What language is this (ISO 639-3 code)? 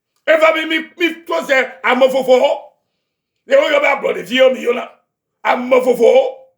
ewe